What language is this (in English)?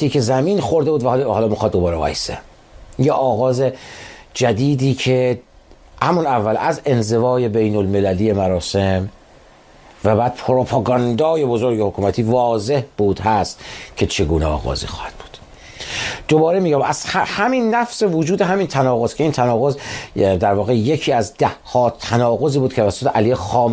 Persian